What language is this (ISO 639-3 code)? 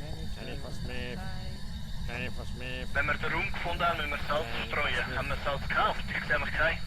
gsw